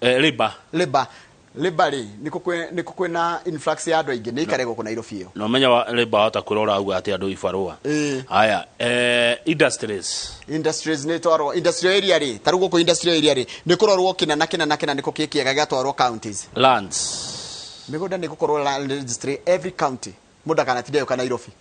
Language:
Kikuyu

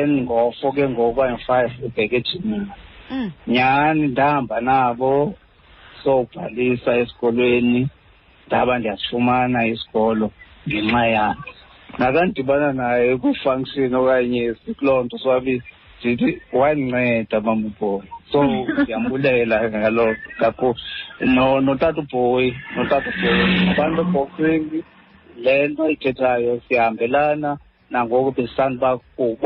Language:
Xhosa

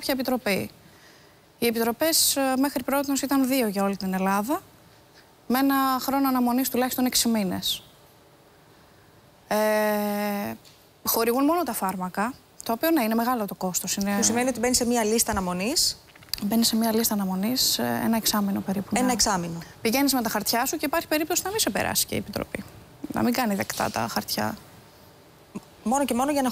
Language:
Greek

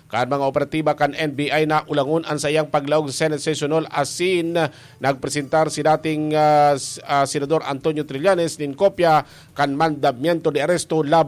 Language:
Bikol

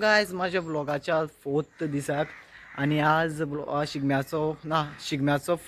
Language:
Konkani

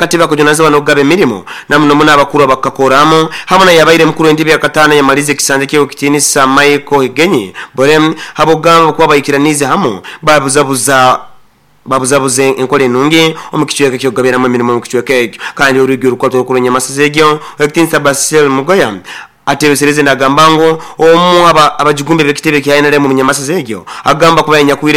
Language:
Nyoro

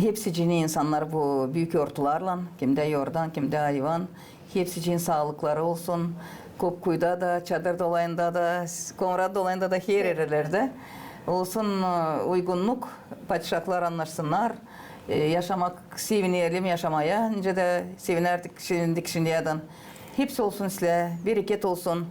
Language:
Gagauz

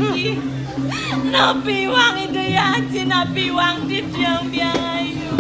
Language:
Balinese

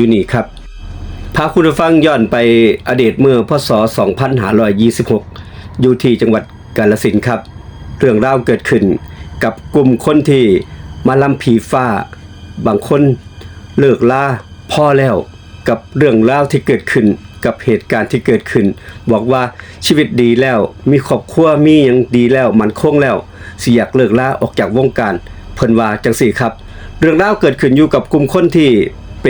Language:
Lao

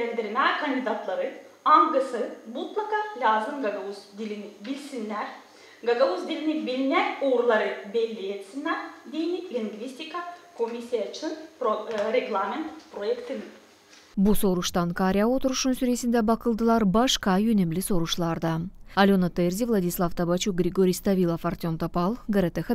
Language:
Gagauz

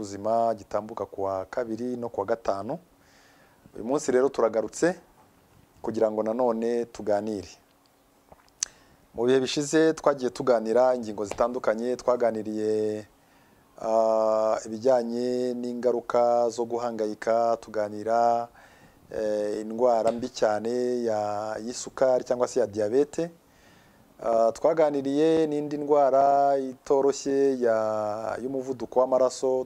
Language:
Kinyarwanda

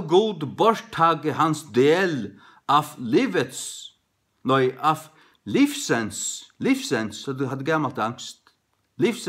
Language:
Faroese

